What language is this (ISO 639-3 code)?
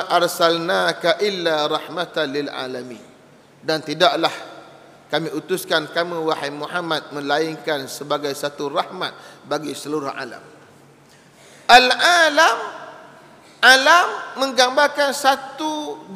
msa